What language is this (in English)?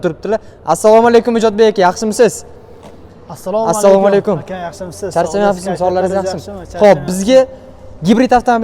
Uzbek